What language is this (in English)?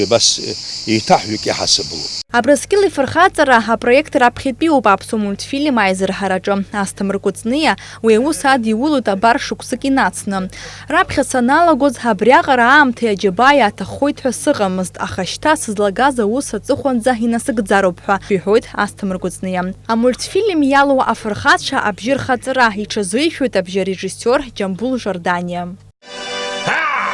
Abkhazian